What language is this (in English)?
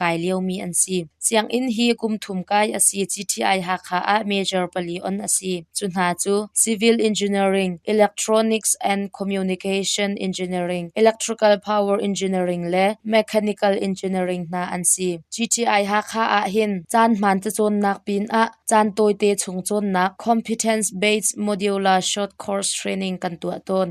Hakha Chin